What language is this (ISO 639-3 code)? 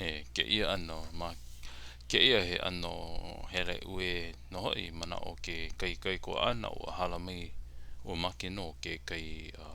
haw